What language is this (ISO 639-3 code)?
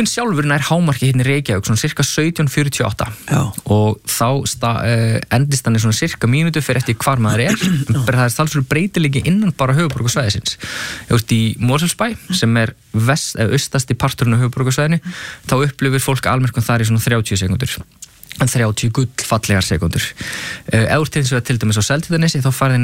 isl